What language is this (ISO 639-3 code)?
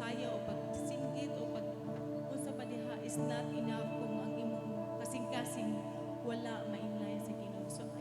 ceb